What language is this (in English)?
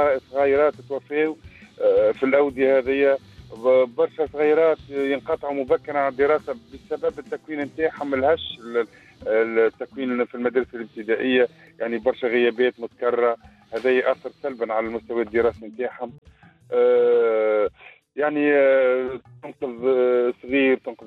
Tunisian Arabic